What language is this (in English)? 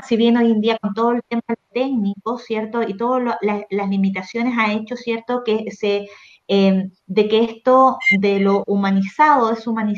Spanish